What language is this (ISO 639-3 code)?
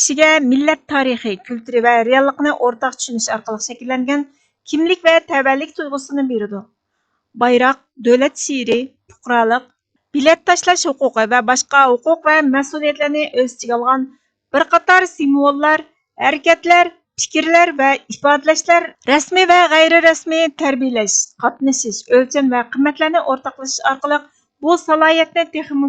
uig